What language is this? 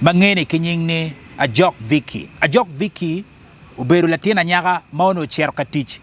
Acoli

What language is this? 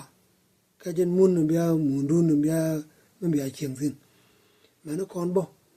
Nuer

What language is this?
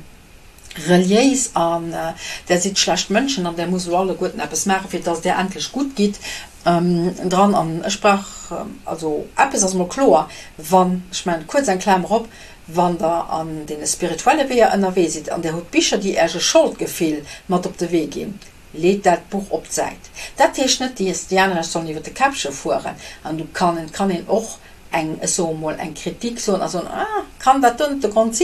Luxembourgish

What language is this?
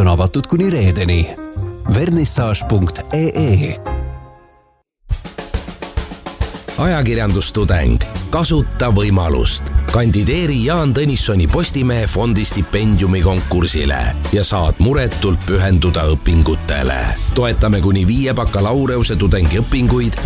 Estonian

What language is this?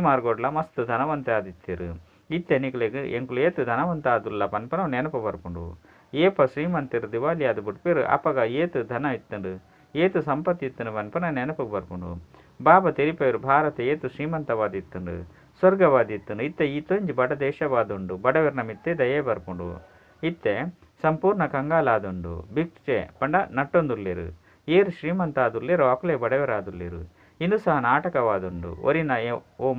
Tulu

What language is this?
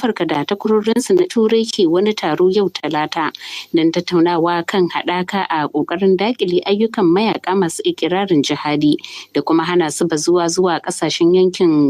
Hausa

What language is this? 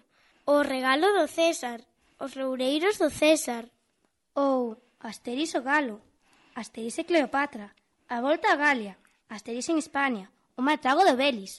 Galician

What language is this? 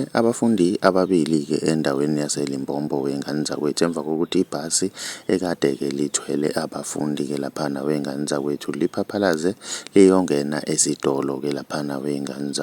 Zulu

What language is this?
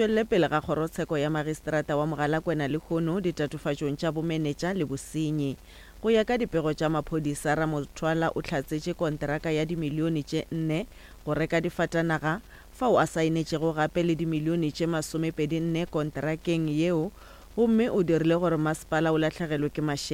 Northern Sotho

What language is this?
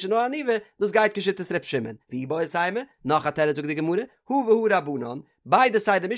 Yiddish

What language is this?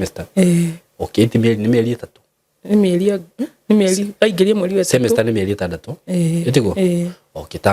Kikuyu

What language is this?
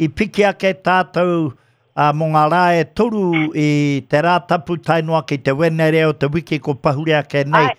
Māori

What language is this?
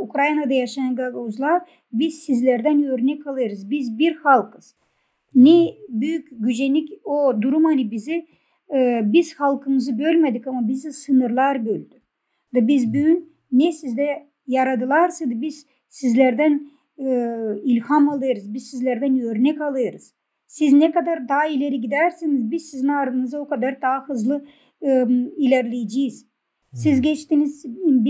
Gagauz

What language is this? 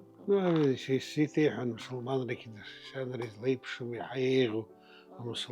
Abkhazian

